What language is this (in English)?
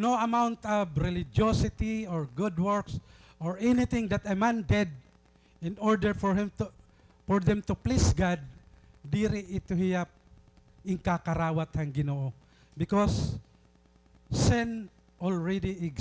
Waray